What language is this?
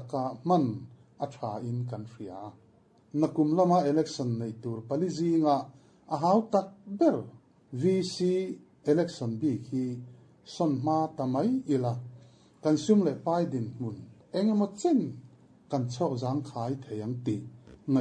Mizo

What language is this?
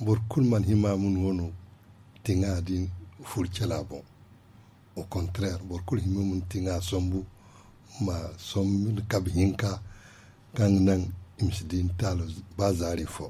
Zarma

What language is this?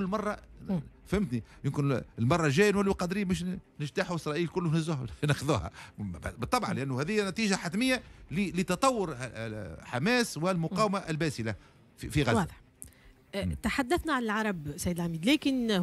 Tunisian Arabic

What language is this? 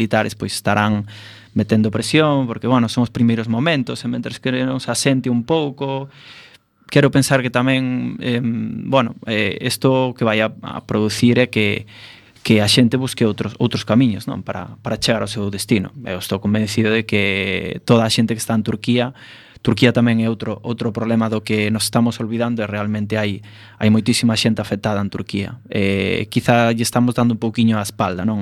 Galician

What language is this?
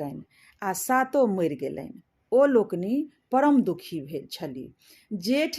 Maithili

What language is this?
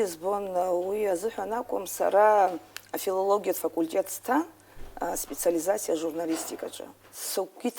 Abkhazian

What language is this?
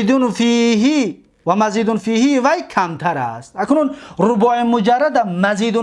Tajik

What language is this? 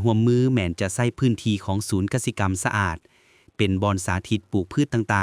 Lao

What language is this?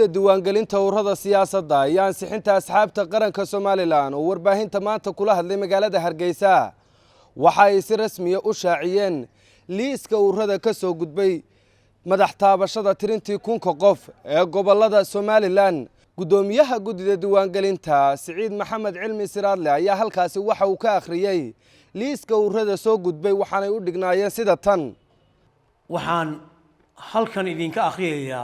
Somali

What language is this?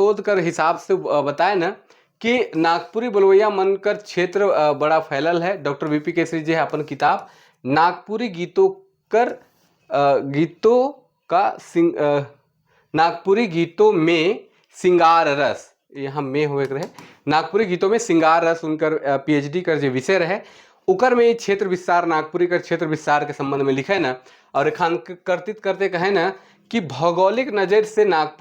Sadri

